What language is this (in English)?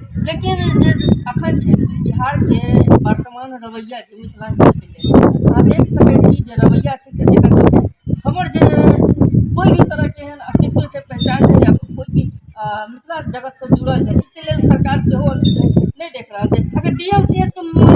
Maithili